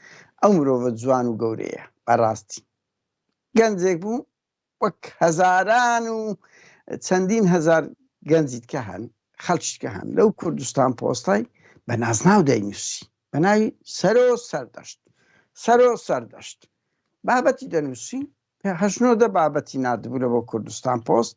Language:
Central Kurdish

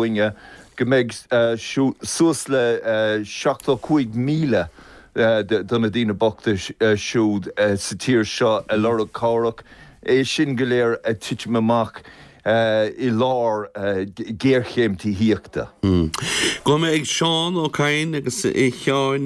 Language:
Irish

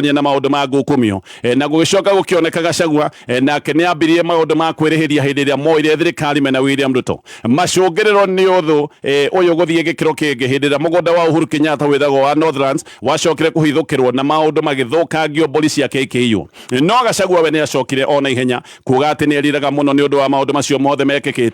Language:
Kikuyu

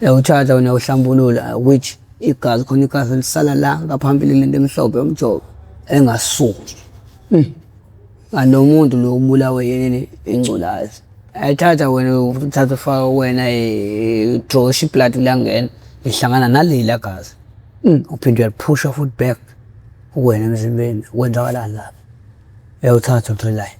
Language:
Zulu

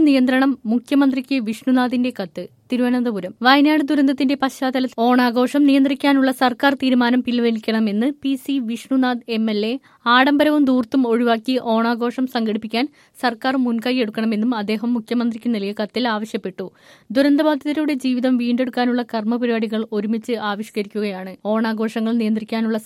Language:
Malayalam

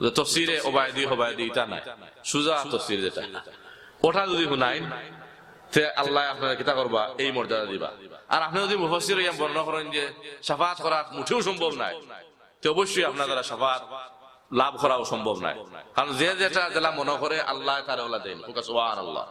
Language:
Sylheti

